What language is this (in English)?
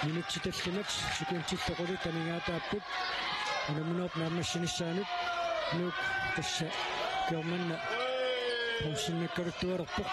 Kalaallisut